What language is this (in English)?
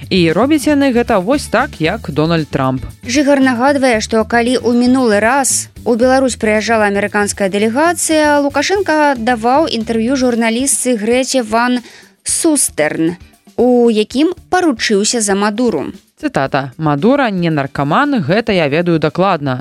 Belarusian